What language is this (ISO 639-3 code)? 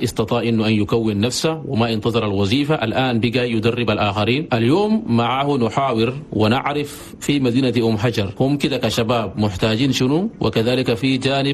shu